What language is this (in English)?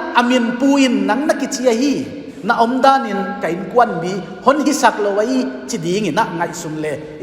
Paite Chin